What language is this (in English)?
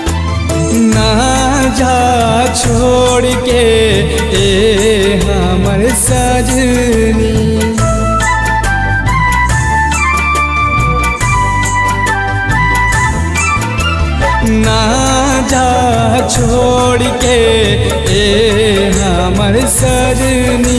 Bhojpuri